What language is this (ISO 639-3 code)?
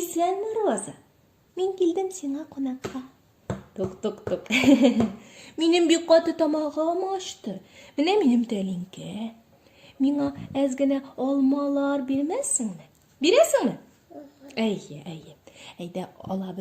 tat